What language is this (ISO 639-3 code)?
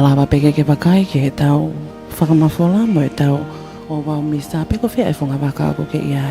ton